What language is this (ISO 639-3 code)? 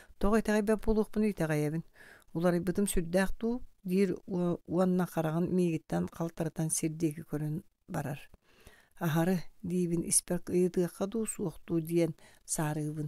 sah